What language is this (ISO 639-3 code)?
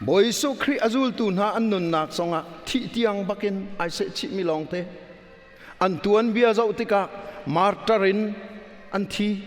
cnh